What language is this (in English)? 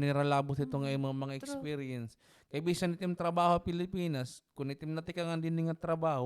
Waray